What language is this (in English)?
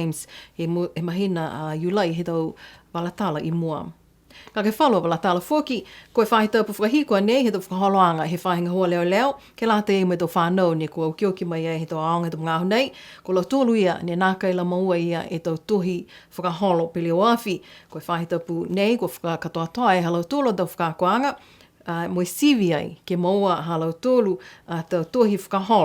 Niuean